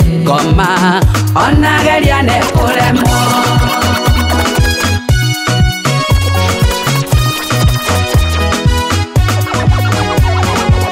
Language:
Kikuyu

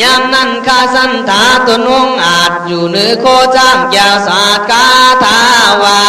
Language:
Khün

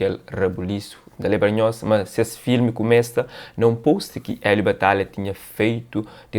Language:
Kabuverdianu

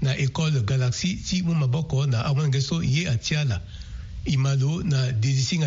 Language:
Sango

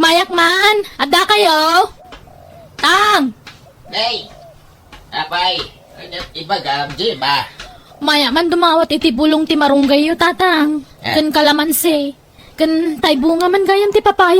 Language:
Iloko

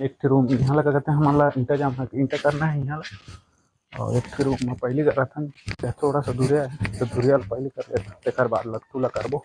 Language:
Chhattisgarhi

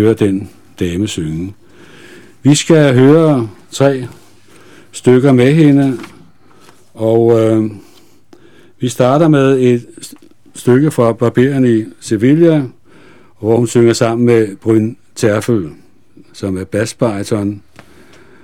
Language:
Danish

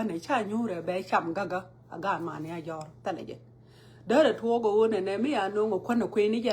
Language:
Nuer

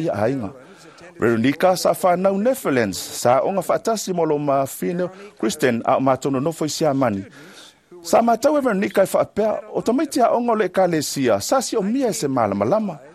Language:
Samoan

